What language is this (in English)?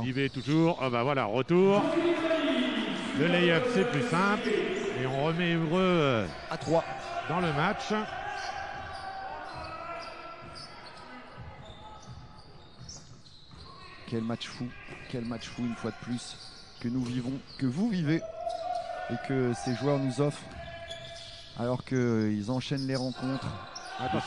French